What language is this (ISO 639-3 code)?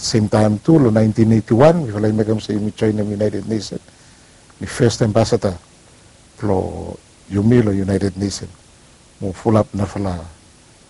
bis